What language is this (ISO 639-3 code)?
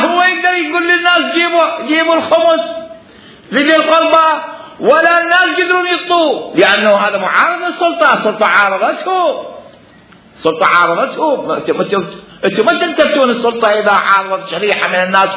acm